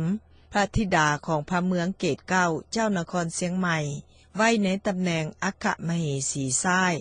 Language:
Lao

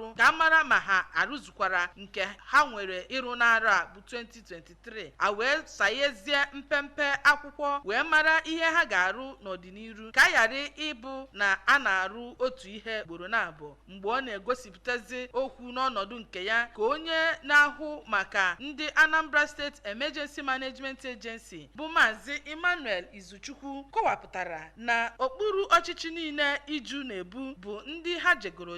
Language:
Igbo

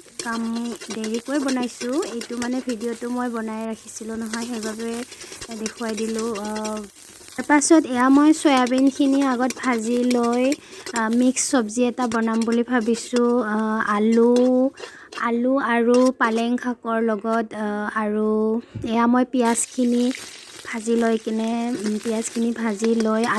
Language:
Assamese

